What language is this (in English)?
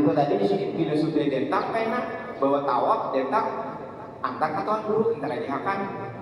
Banjar